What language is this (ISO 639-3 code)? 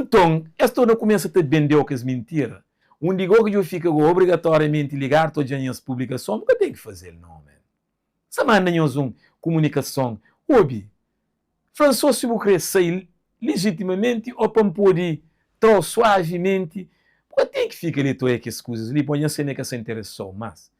kea